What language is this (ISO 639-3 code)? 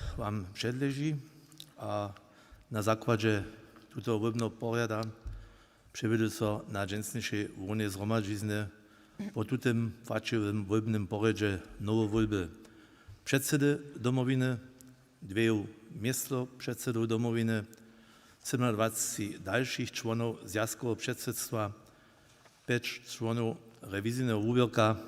hsb